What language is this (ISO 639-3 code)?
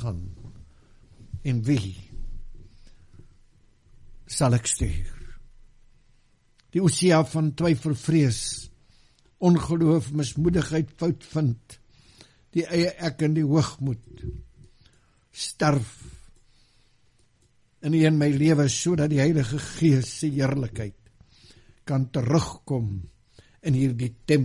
afr